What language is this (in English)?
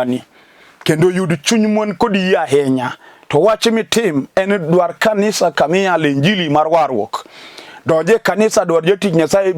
Luo (Kenya and Tanzania)